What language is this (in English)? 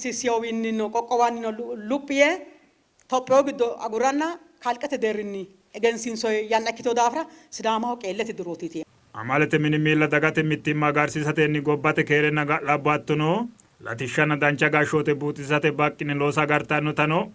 Sidamo